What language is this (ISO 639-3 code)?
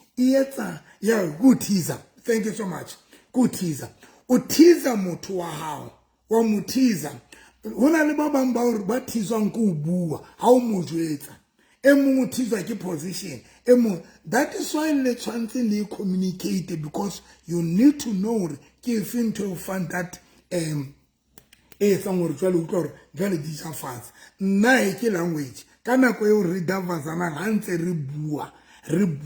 sot